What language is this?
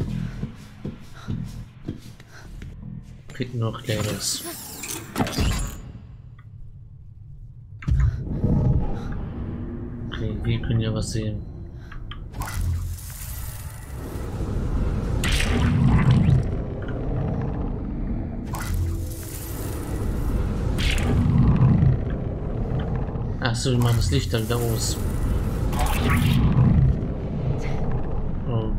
German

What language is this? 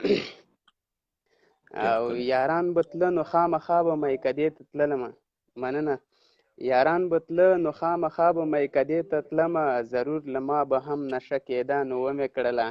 Pashto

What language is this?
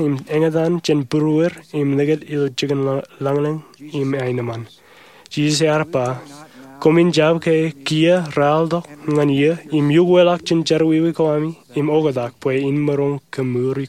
Marshallese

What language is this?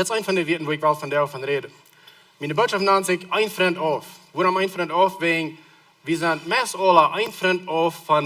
Plautdietsch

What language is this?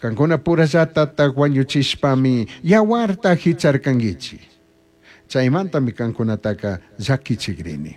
Chimborazo Highland Quichua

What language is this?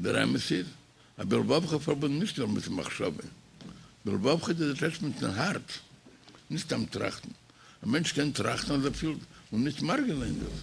Yiddish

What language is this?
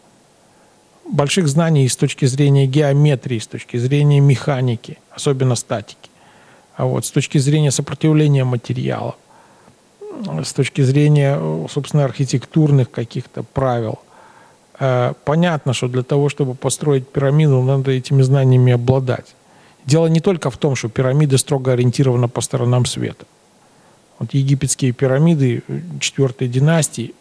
Russian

